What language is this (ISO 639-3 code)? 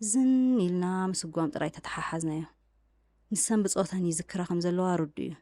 tir